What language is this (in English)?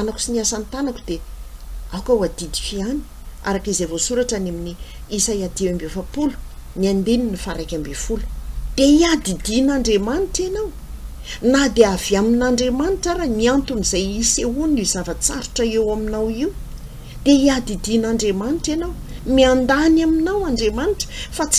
Malagasy